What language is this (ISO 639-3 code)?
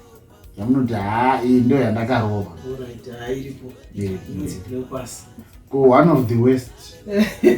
sna